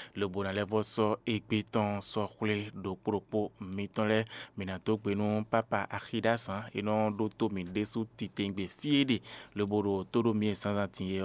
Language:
Fon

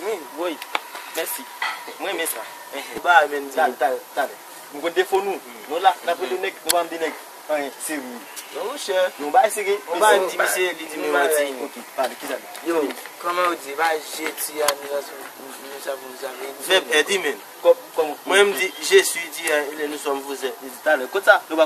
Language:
Haitian Creole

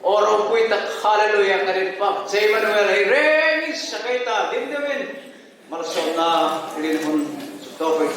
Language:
Hmar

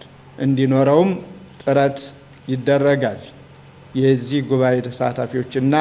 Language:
Amharic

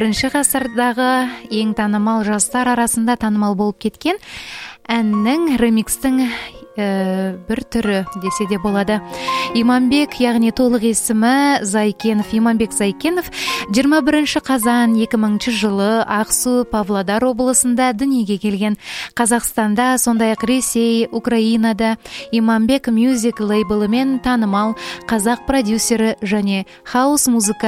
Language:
Kazakh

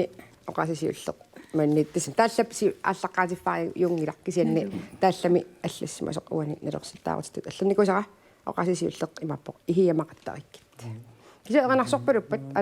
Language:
Kalaallisut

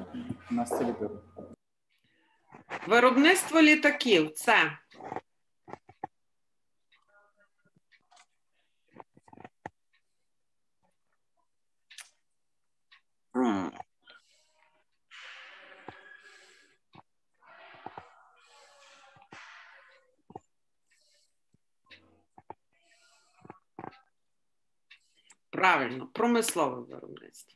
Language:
Ukrainian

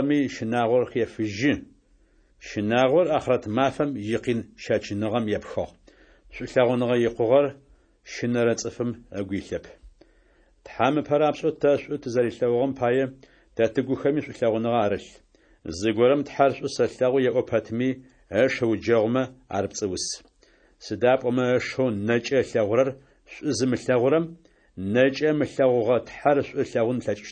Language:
Adyghe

